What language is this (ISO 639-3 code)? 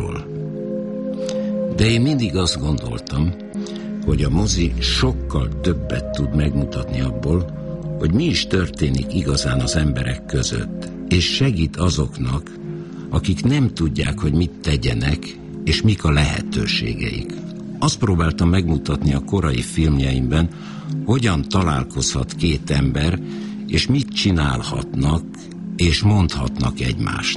hun